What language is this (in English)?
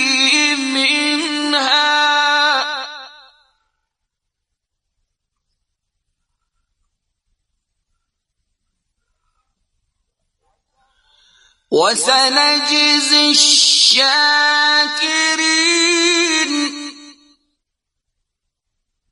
Persian